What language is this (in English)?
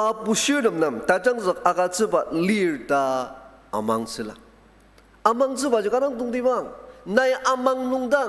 Ao Naga